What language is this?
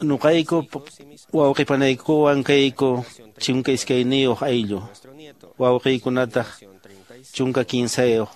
Quechua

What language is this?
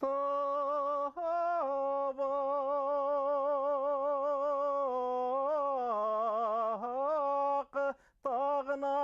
Bashkir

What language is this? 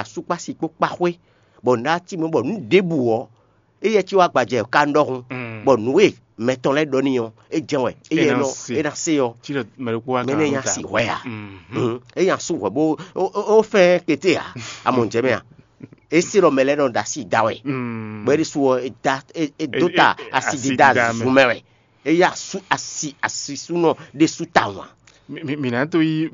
Fon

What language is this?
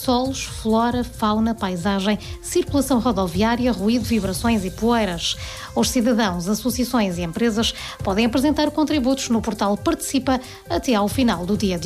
Portuguese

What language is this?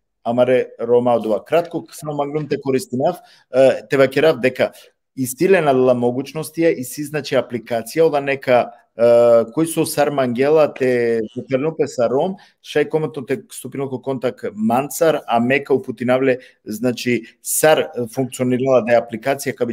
Balkan Romani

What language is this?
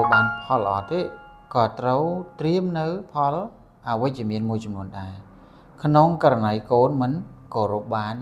Khmer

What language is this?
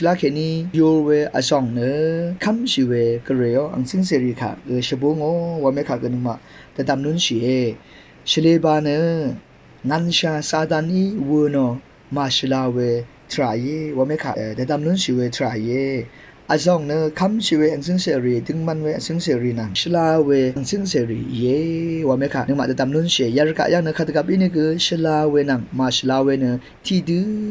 Rawang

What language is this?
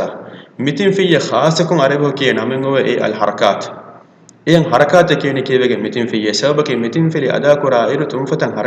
Divehi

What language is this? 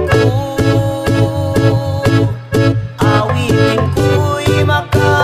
Filipino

